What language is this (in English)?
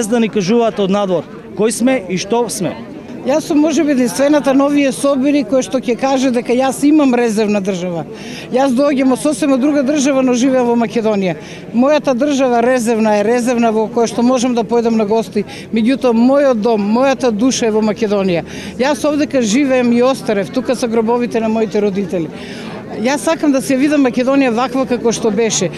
Macedonian